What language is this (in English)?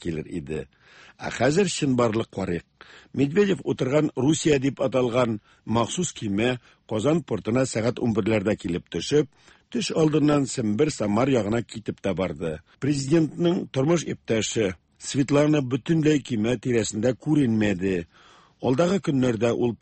Tatar